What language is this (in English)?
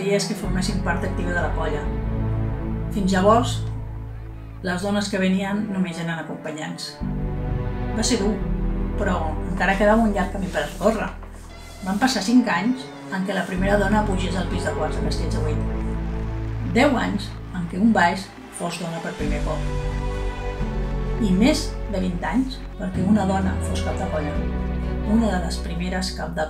Catalan